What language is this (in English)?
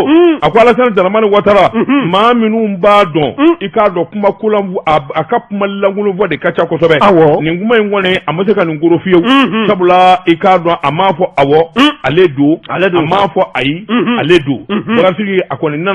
Bambara